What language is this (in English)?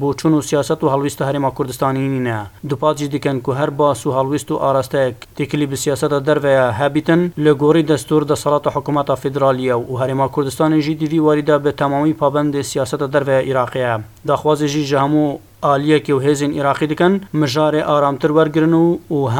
Kurdish